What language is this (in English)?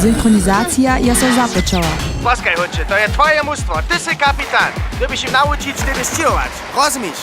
Upper Sorbian